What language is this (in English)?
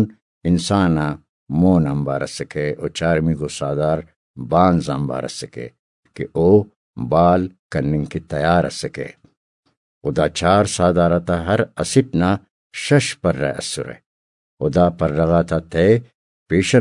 Brahui